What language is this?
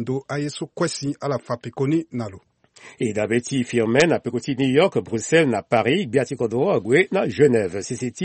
Sango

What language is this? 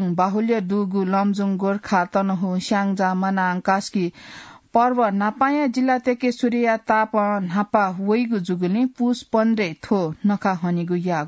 Newari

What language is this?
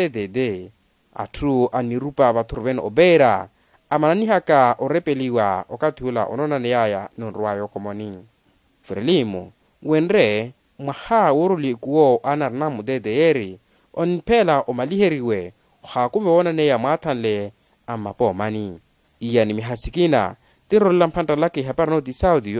Makhuwa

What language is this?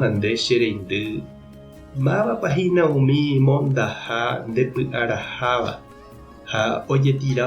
Guarani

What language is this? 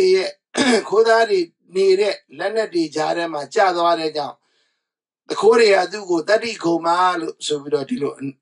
Burmese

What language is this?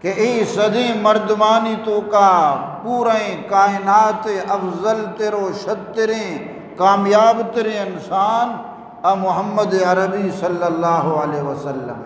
Eastern Balochi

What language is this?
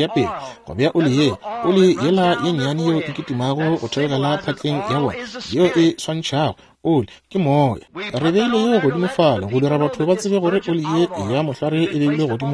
Northern Sotho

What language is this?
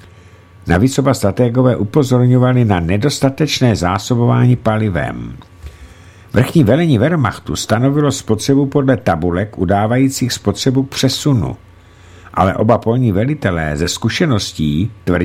Czech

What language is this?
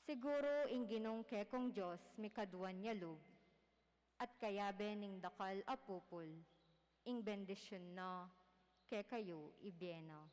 Pampanga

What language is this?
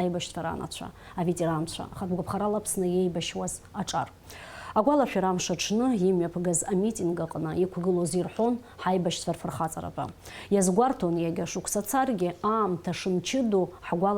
Abkhazian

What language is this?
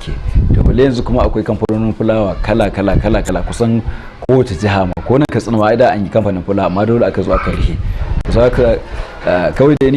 Hausa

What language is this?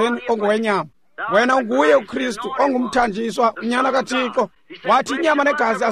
Xhosa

